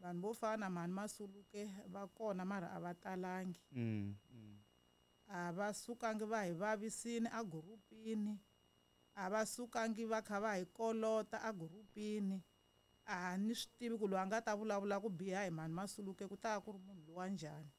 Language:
Tsonga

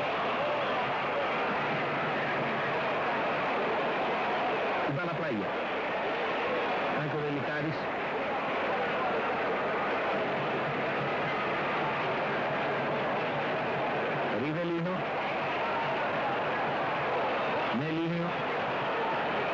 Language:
Greek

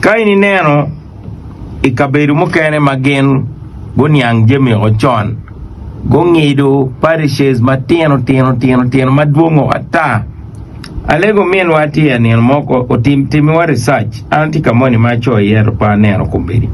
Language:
Acoli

